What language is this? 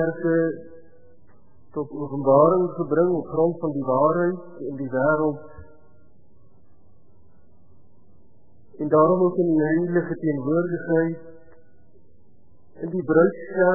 Afrikaans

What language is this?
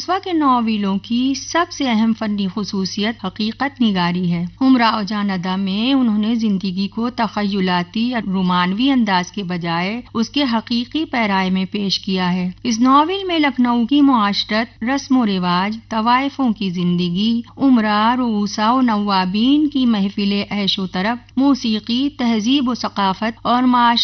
Urdu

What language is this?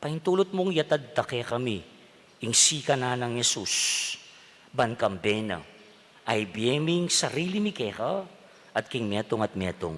Pampanga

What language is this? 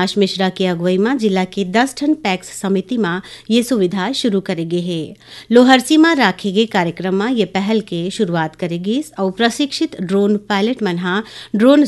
Chhattisgarhi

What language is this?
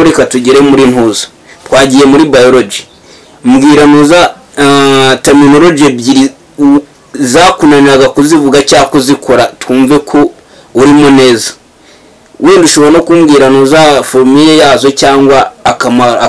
Kinyarwanda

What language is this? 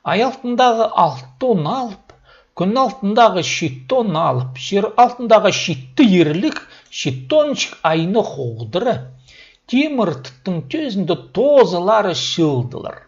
Khakas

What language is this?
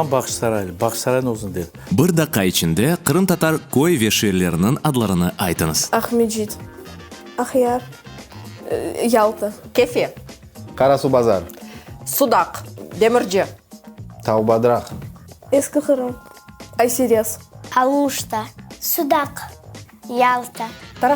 Crimean Tatar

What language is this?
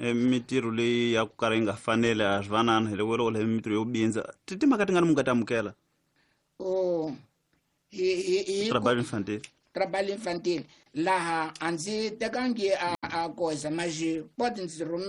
Tsonga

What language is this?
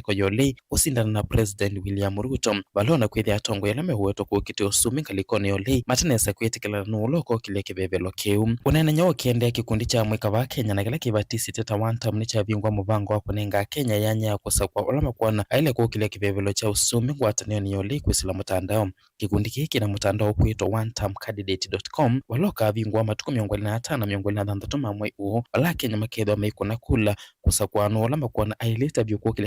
Kamba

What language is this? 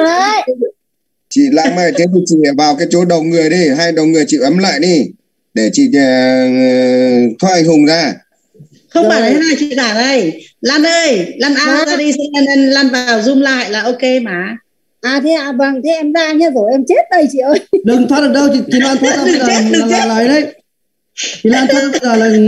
Vietnamese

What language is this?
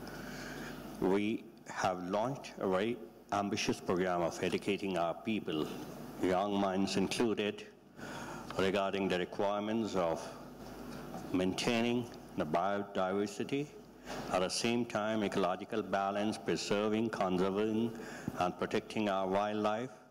English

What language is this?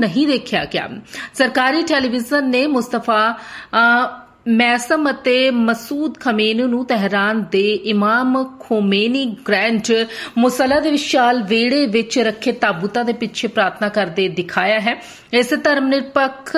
Punjabi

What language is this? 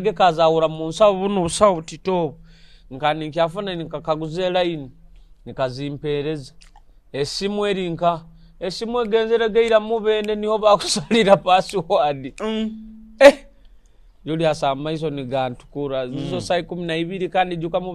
Nyoro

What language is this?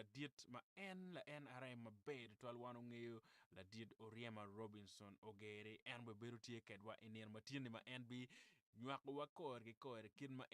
Acoli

